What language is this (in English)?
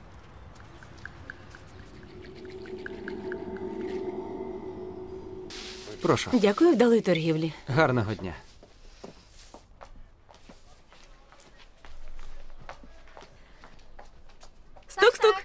Ukrainian